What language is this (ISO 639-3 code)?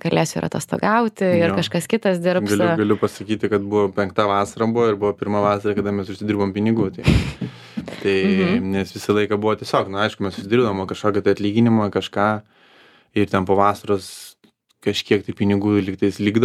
lit